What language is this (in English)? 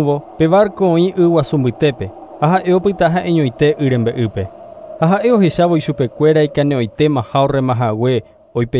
Guarani